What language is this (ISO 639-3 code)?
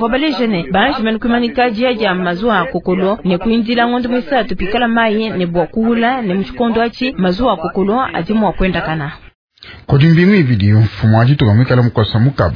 lua